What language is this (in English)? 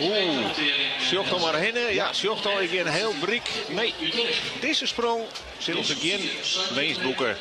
Western Frisian